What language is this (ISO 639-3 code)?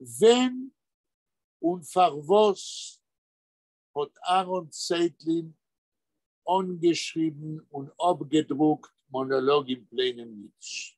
yid